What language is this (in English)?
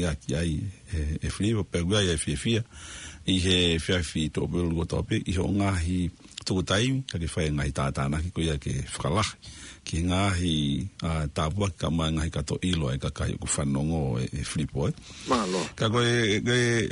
Tongan